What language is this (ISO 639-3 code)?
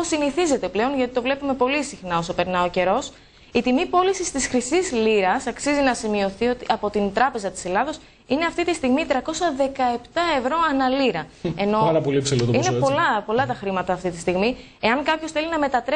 ell